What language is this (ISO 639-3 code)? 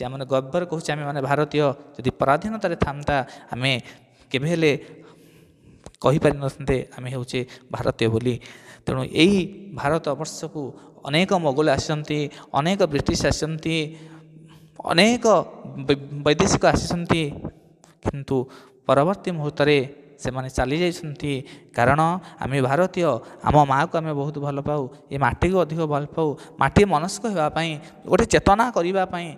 ori